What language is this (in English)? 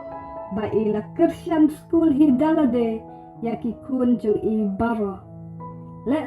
Khasi